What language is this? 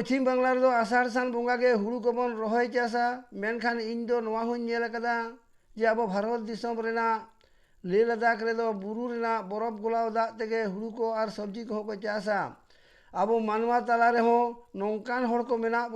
Santali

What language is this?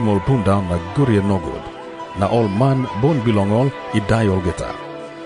Tok Pisin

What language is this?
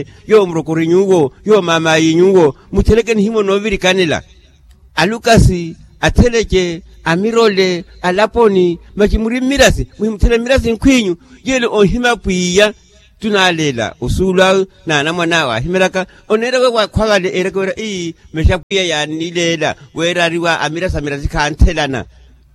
Makhuwa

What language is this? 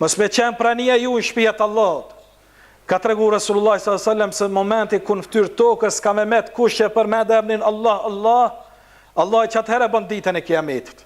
Albanian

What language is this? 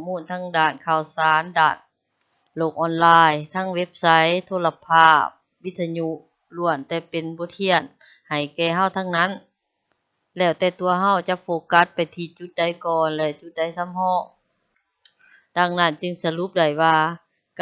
Lao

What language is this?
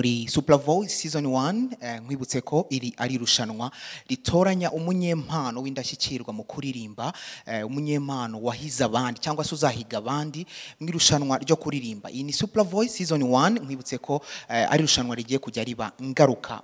Kinyarwanda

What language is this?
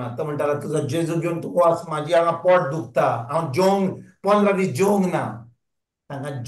Konkani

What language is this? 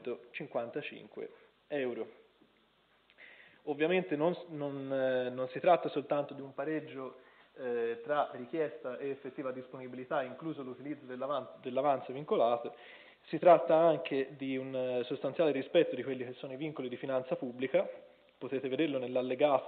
Italian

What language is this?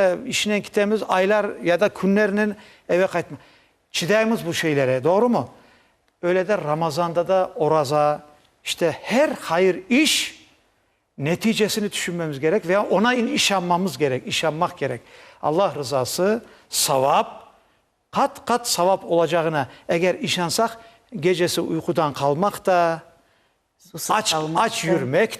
Crimean Tatar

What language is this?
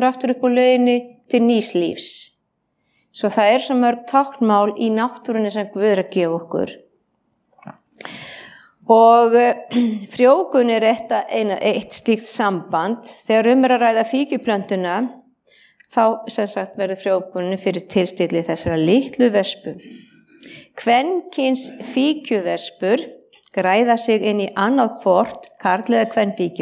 Icelandic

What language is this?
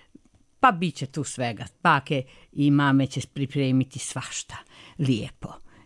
Croatian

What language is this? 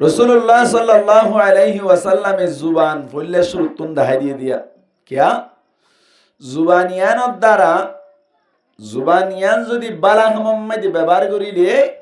Rohingya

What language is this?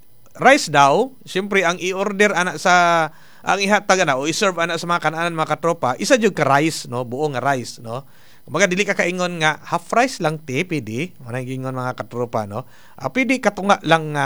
Cebuano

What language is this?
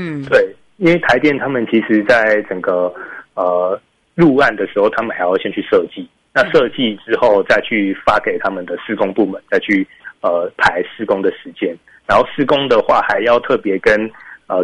Chinese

